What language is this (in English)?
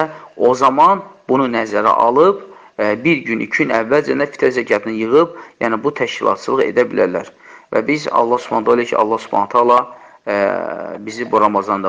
Azerbaijani